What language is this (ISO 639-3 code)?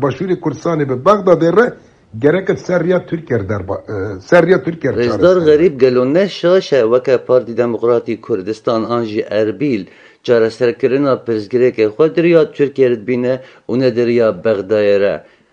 kur